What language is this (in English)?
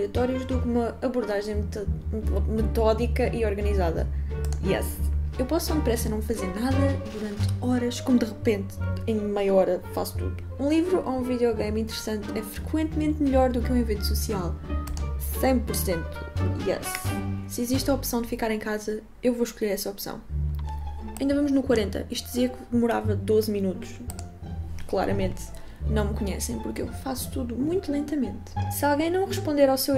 Portuguese